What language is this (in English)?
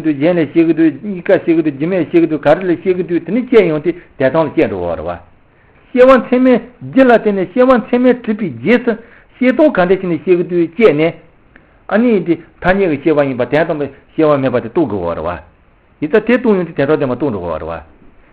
Tibetan